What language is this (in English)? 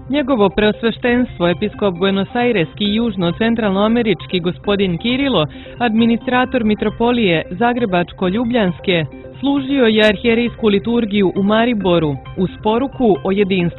Serbian